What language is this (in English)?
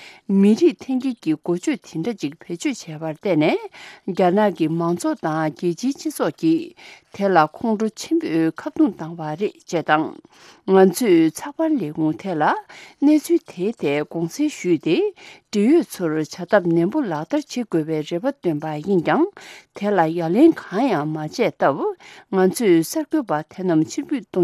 Tibetan